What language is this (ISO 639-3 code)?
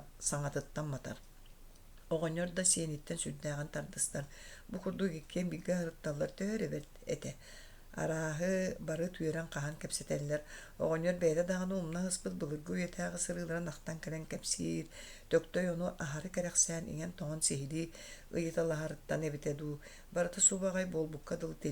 sah